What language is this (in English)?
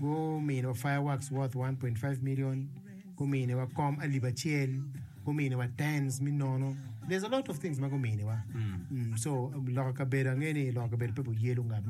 Acoli